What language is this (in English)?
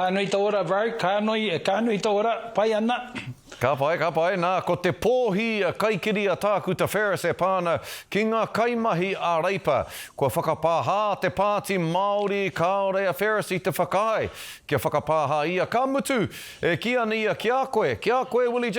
Māori